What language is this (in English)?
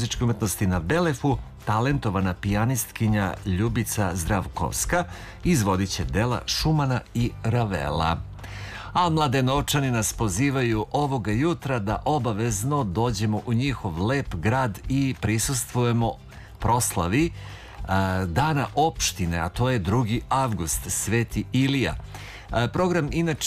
Serbian